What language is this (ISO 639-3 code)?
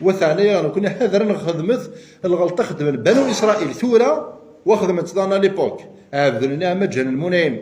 kab